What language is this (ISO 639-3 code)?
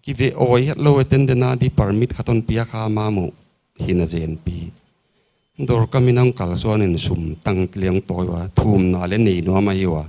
pck